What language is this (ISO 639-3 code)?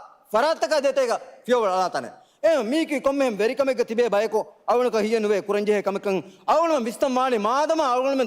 div